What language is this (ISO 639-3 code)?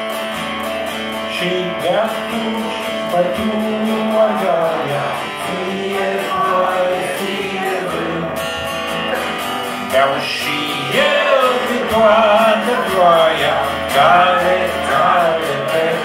ron